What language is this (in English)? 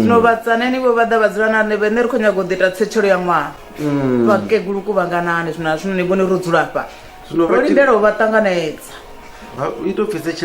Venda